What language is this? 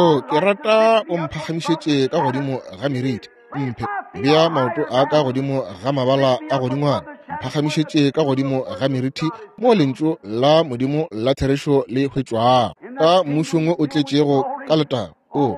Northern Sotho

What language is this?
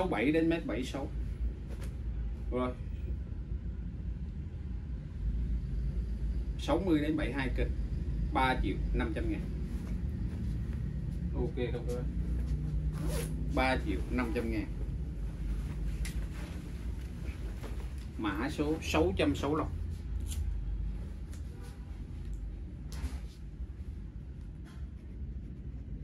Vietnamese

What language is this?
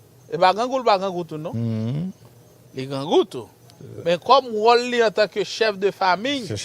Haitian Creole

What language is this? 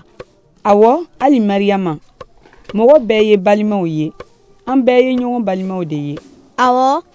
Bambara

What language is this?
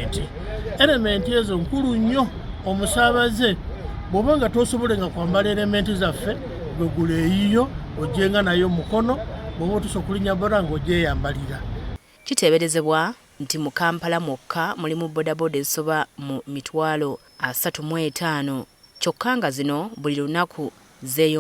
Ganda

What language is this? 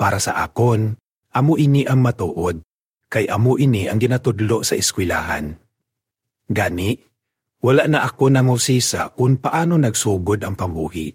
Hiligaynon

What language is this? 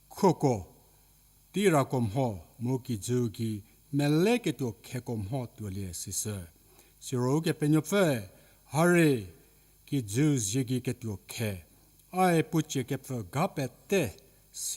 Angami Naga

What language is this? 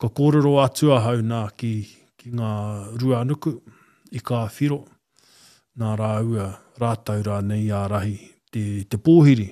Māori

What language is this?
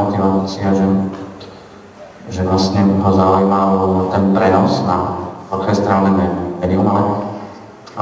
Slovak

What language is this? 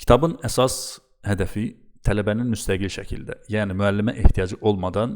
Azerbaijani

